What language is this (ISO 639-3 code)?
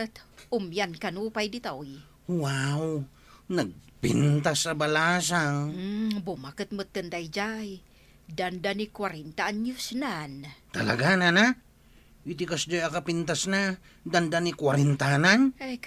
ilo